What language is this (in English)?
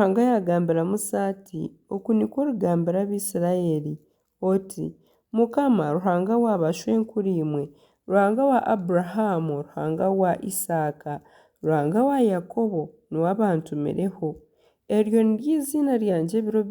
Nyankole